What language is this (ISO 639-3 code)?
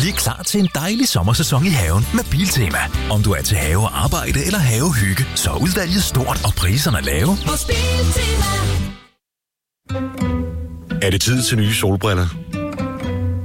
dan